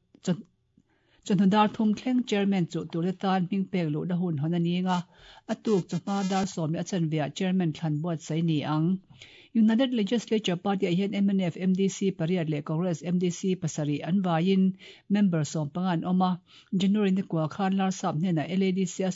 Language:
Mizo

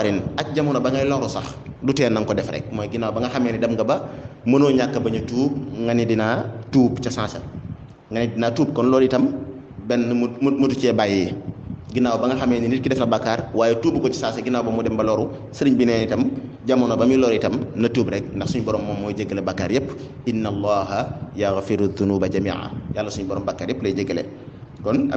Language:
Wolof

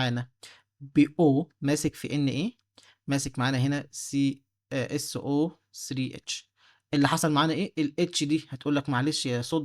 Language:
Egyptian Arabic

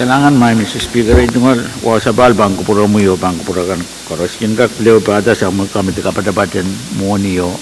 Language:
Pohnpeian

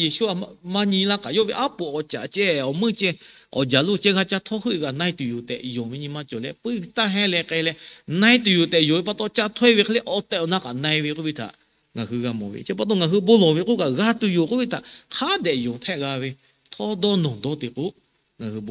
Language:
Lahu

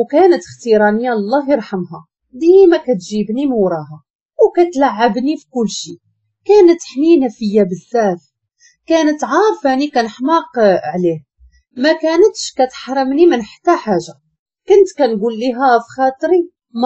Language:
Moroccan Arabic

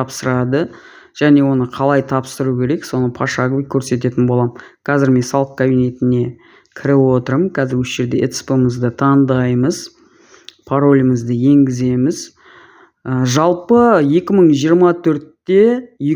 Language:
Kazakh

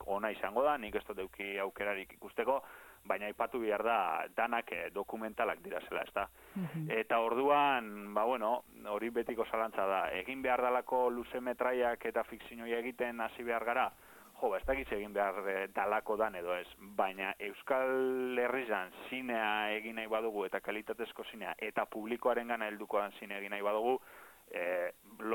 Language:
Basque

